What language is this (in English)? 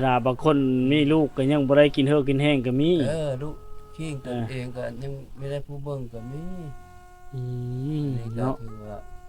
Lao